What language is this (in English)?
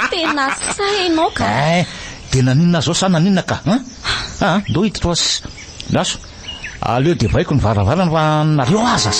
Malagasy